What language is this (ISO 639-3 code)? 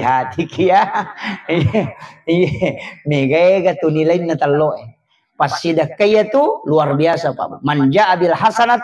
bug